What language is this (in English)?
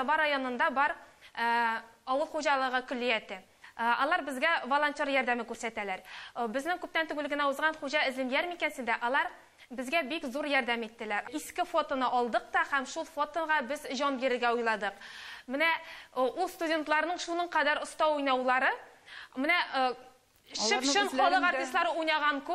Tatar